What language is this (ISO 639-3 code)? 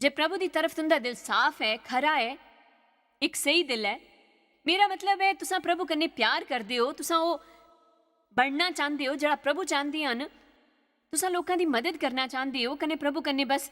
doi